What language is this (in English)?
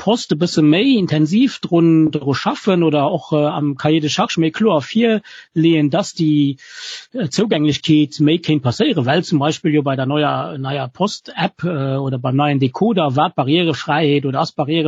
Luxembourgish